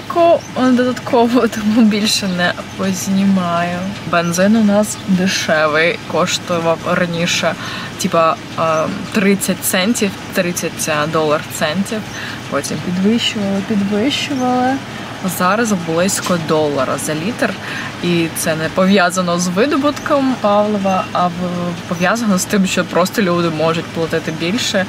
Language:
Ukrainian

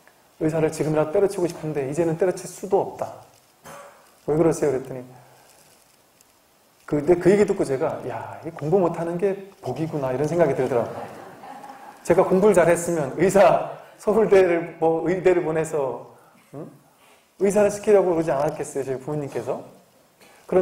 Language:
Korean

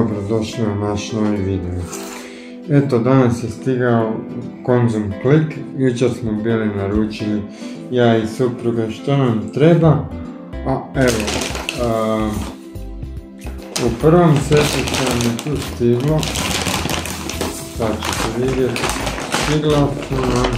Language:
Croatian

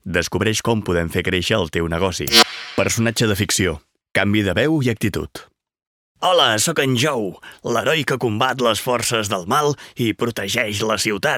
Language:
Catalan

